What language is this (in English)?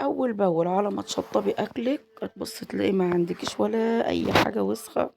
Egyptian Arabic